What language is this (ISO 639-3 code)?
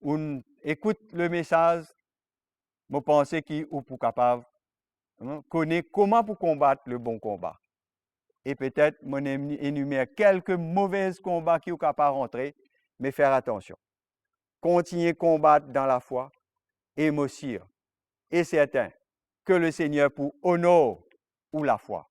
mfe